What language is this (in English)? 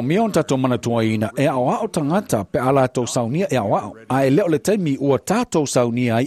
Samoan